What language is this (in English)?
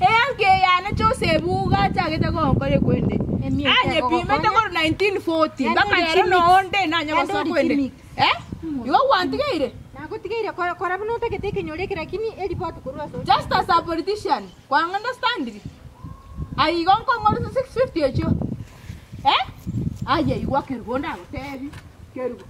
Gusii